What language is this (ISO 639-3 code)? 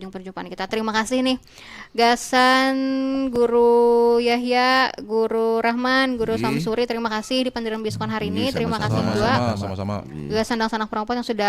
bjn